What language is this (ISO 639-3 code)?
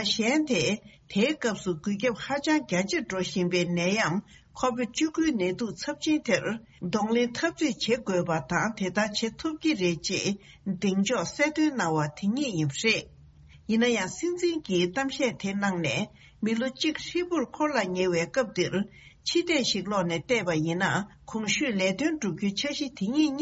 bod